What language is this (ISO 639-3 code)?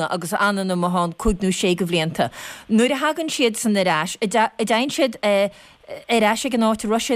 gle